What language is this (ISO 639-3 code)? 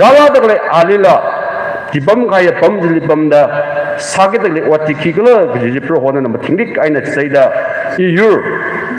nmf